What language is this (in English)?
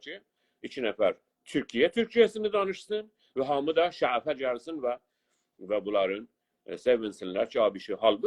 South Azerbaijani